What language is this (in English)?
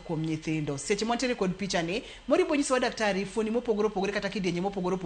Luo (Kenya and Tanzania)